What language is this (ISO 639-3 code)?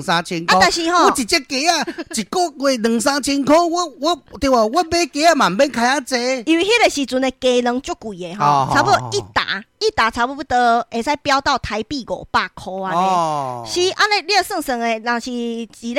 nan